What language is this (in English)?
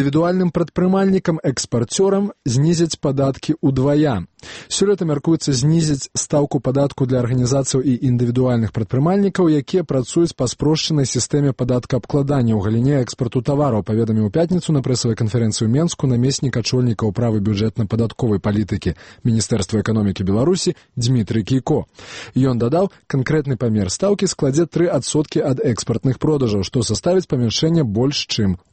Belarusian